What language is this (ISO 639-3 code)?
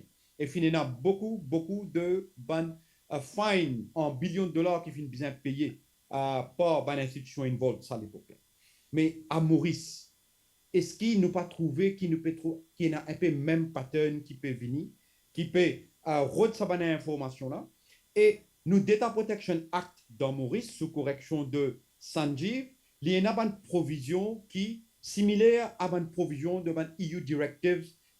mfe